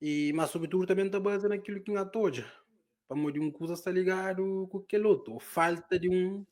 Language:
Kabuverdianu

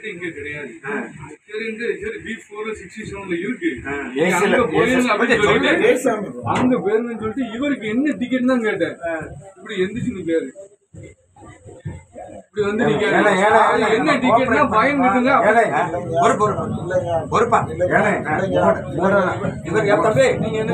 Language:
Tamil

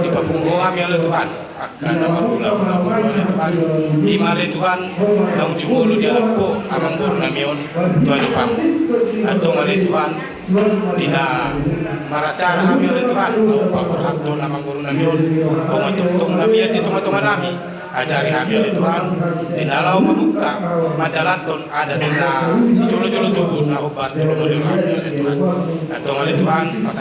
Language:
Batak Toba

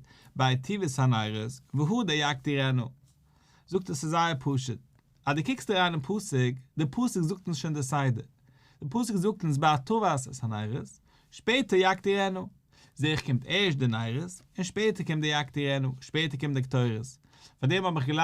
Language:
Yiddish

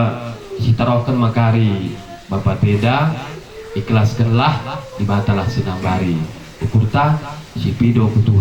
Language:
Batak Karo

